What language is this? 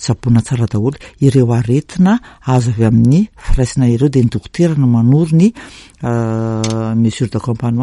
Malagasy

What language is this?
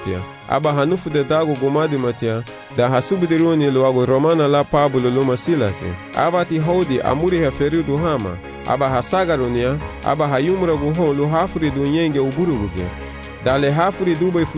Garifuna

